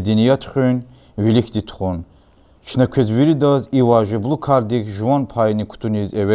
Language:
Lezghian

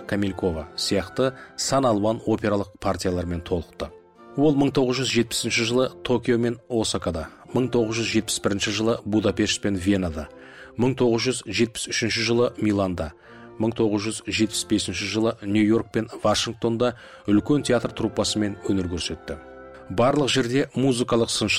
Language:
Kazakh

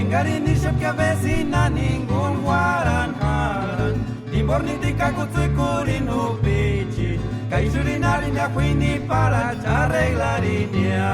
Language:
Purepecha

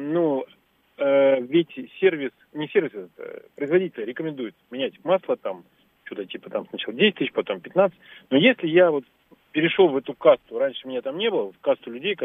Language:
Russian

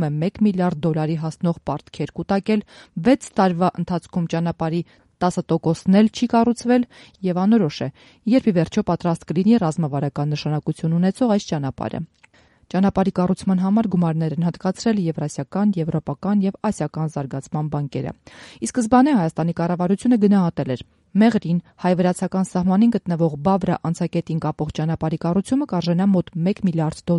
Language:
Armenian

